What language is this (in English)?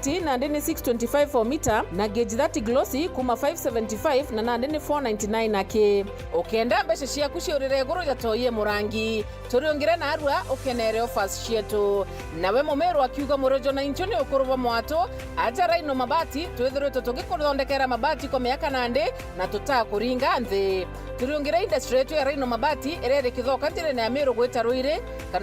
Meru